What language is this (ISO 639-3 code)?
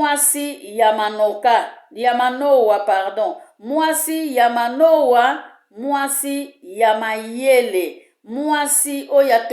lin